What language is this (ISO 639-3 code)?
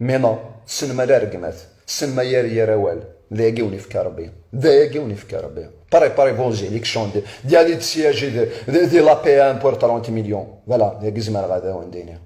kab